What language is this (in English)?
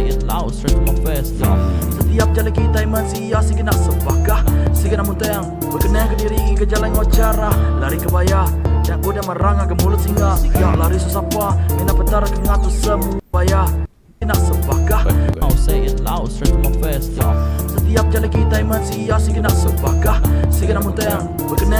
Iban